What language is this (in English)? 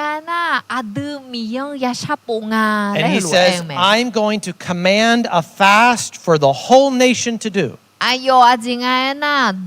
Akha